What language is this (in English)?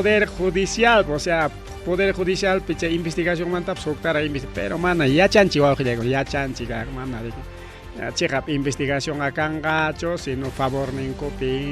Ayacucho Quechua